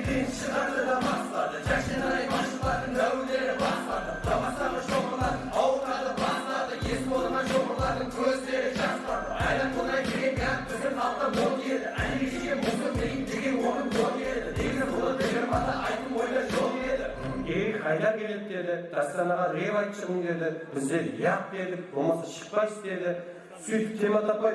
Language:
Kara-Kalpak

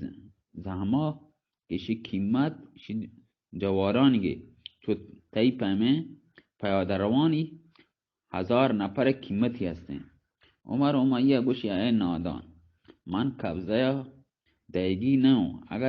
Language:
Baluchi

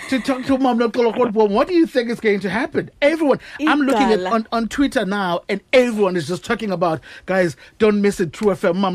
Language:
Xhosa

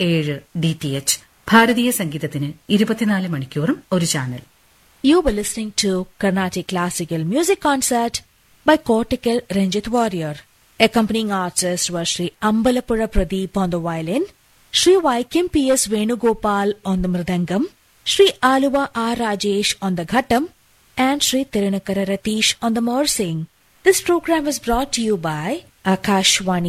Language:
Malayalam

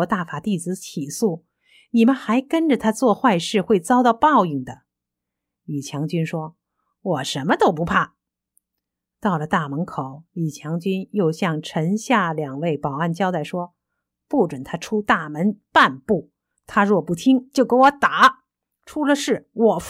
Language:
Chinese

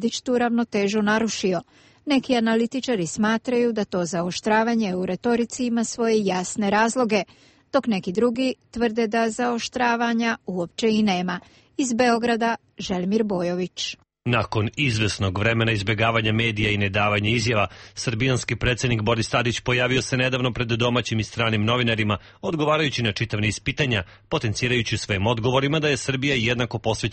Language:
Croatian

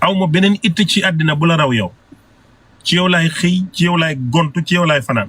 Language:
Wolof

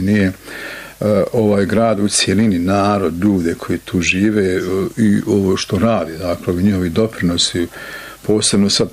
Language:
Bosnian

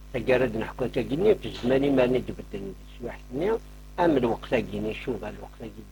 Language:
Kabyle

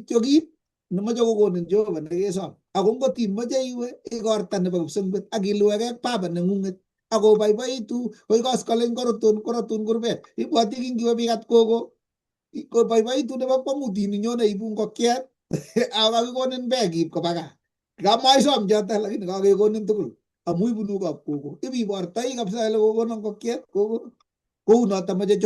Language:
Kalenjin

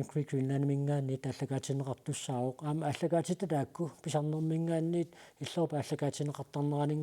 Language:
Kalaallisut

